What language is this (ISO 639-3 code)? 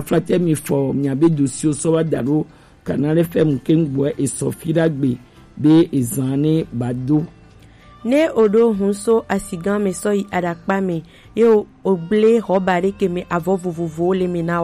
gej